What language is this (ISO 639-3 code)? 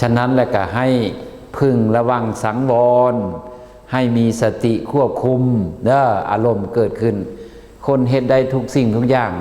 lao